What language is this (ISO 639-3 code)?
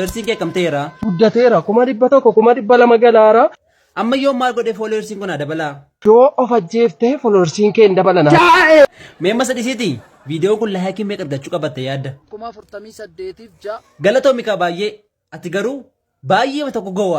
orm